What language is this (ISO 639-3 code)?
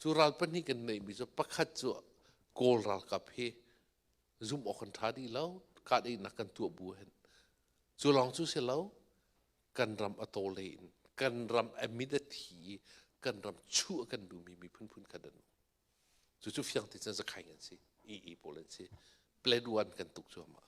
cnh